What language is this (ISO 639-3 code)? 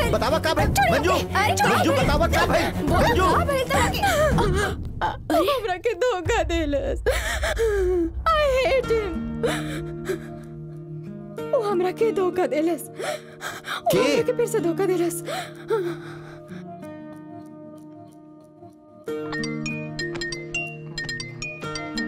bho